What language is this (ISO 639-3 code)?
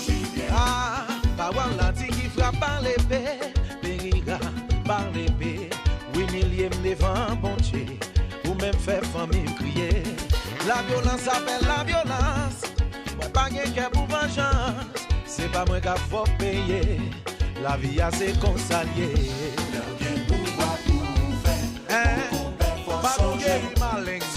mfe